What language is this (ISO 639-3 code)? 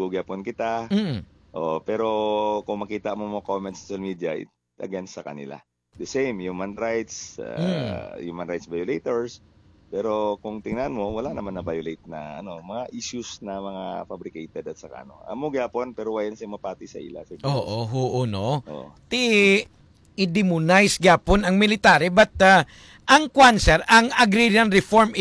hil